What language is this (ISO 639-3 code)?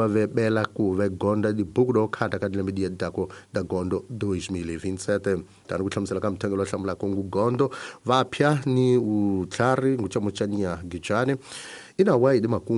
tso